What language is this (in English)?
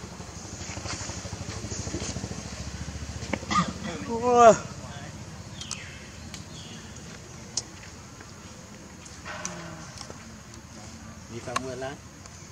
Vietnamese